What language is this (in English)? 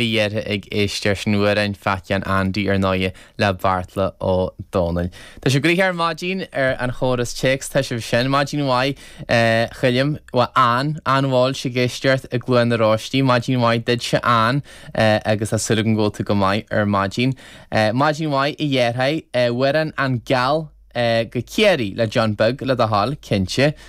Irish